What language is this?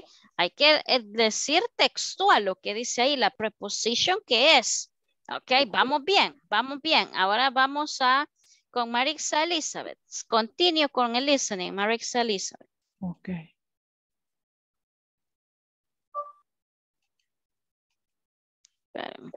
Spanish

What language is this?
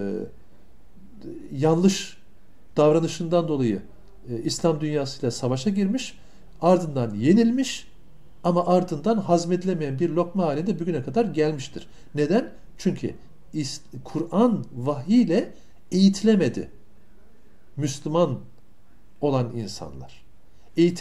Turkish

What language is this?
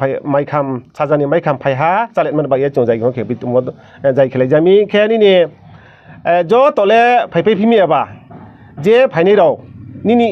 Riang (India)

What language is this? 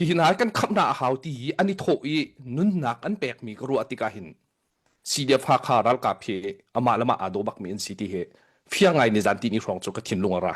Hakha Chin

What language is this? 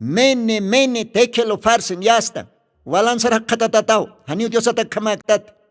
Aymara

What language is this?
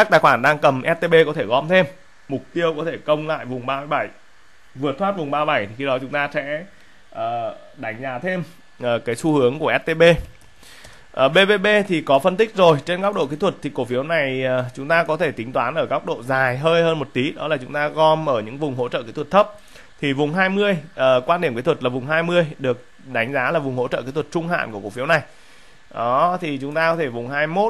Vietnamese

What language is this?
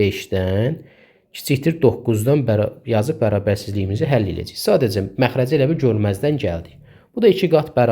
Azerbaijani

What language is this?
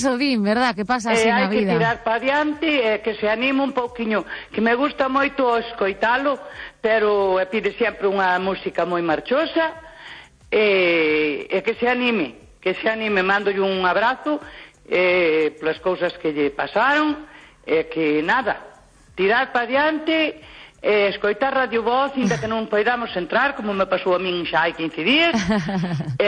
Galician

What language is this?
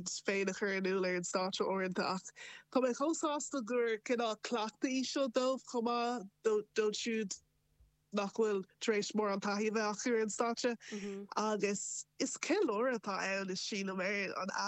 Irish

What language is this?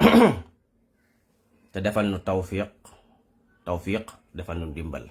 Wolof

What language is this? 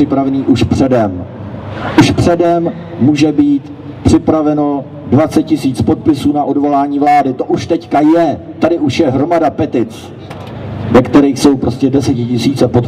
Czech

